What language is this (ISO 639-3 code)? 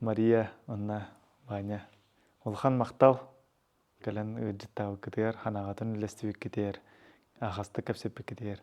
sah